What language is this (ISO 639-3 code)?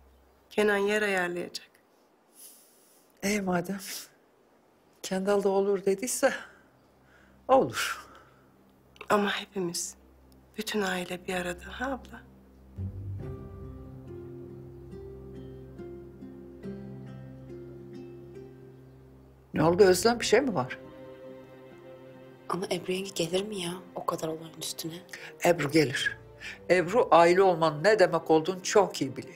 tur